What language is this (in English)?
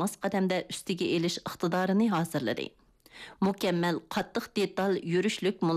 Uyghur